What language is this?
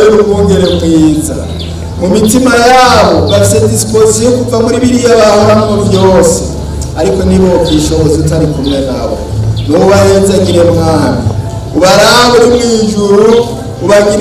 Rundi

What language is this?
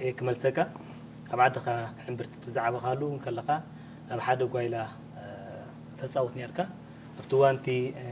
Tigrinya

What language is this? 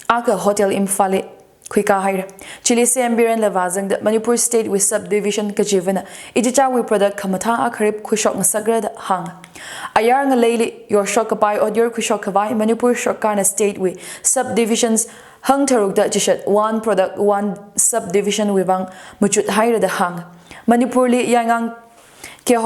Tangkhul Naga (India)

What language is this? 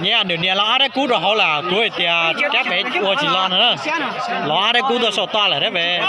Hmong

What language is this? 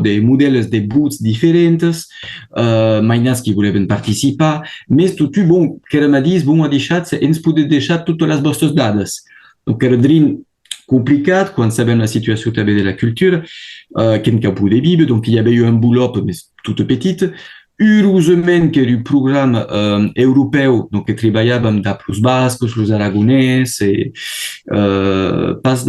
Occitan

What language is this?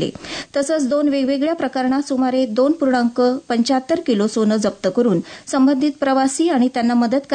Marathi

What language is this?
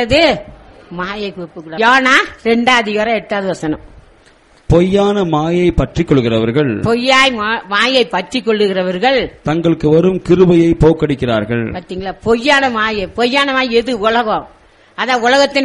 Tamil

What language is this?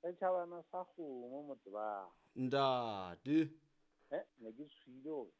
Southern Sotho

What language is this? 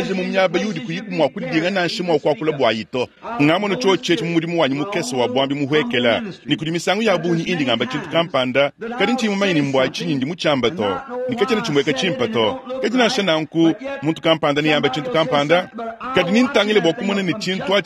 Luba-Lulua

